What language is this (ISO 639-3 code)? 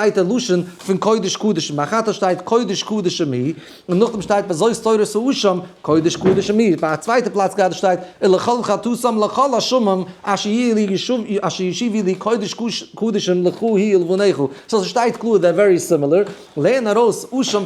yid